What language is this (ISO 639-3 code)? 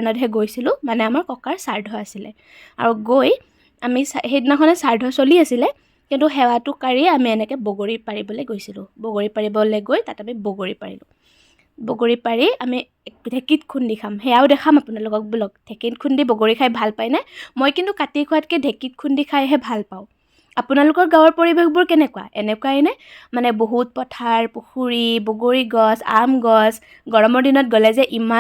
asm